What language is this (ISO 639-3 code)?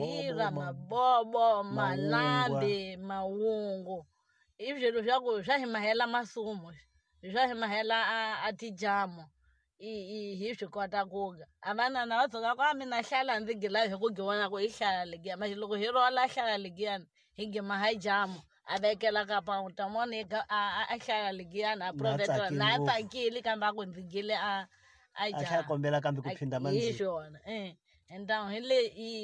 tso